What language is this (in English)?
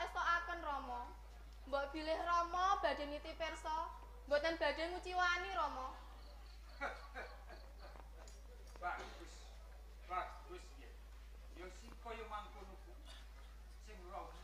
Javanese